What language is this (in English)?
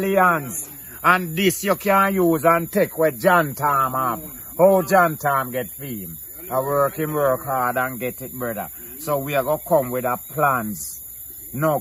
Jamaican Creole English